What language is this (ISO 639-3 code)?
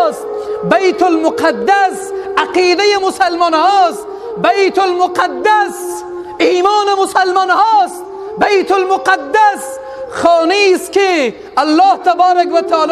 fas